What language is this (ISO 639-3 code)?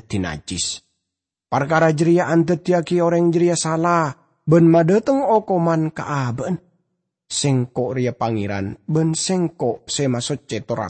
mad